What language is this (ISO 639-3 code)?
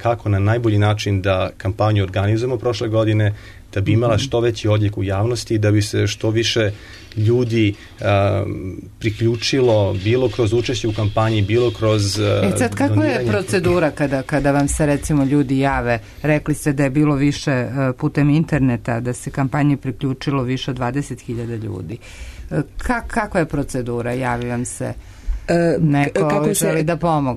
srp